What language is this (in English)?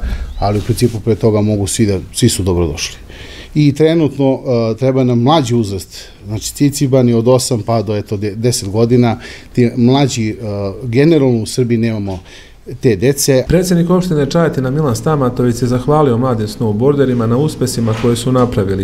Serbian